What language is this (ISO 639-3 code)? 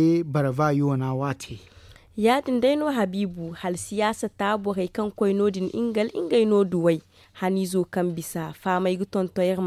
dje